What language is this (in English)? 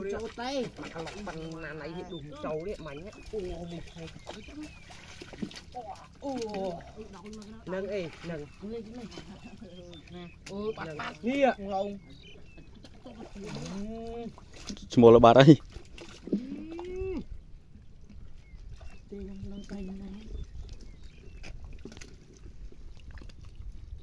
Vietnamese